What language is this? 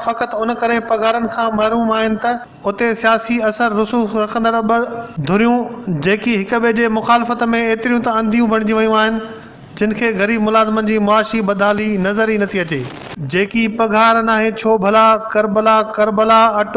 Sindhi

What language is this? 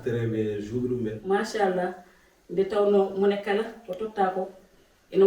Fula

